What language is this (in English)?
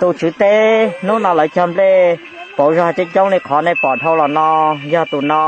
Hmong